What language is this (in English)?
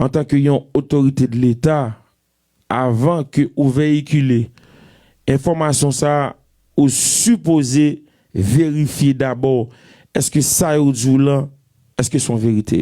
Haitian Creole